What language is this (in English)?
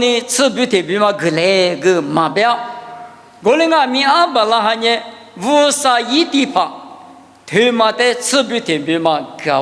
Lisu